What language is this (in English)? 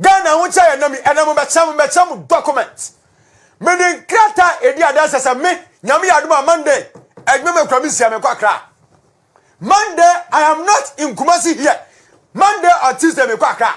Akan